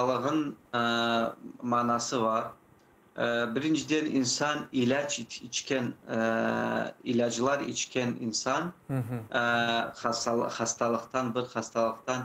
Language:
Crimean Tatar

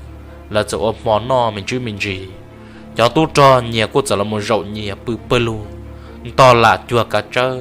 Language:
Hmong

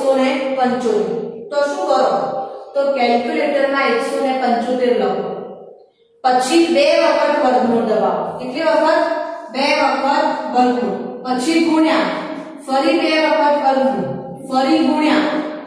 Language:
Gujarati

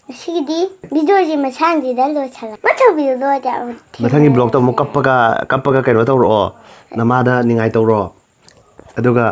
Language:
Manipuri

